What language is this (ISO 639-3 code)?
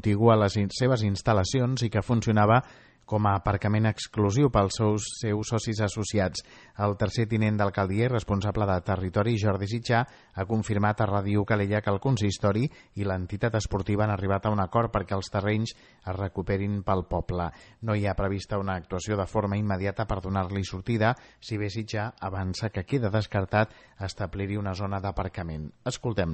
cat